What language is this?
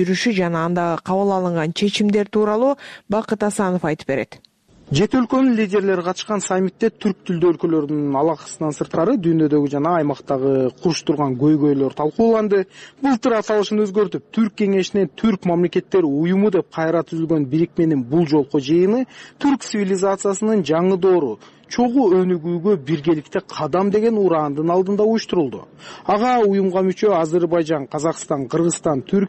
Kyrgyz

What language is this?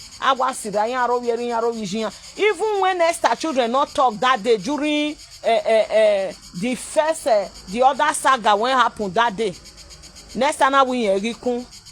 Nigerian Pidgin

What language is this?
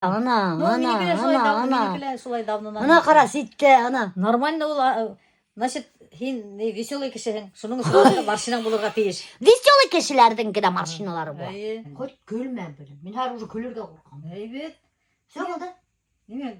Bashkir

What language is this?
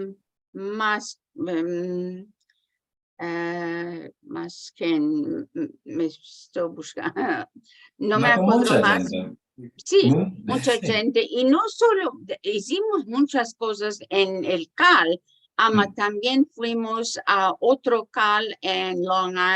Ladino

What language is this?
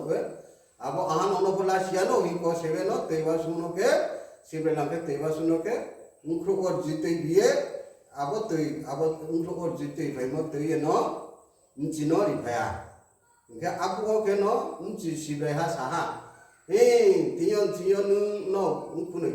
Riang (India)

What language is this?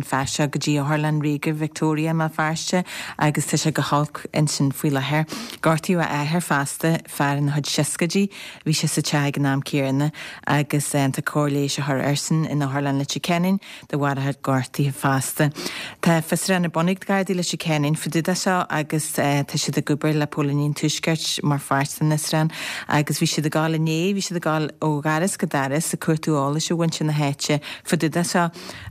Irish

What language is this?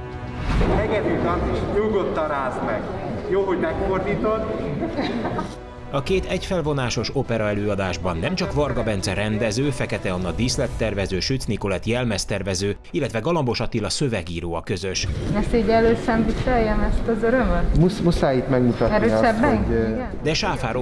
Hungarian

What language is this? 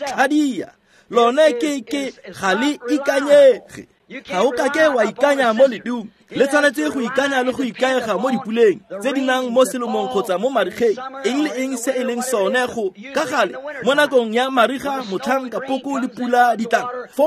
Tswana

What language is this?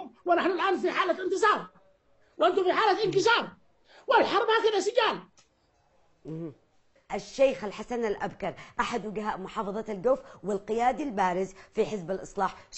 Arabic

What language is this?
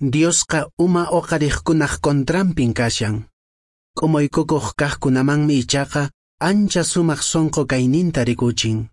Quechua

